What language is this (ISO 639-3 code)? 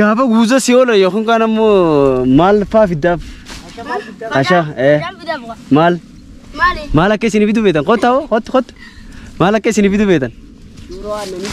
orm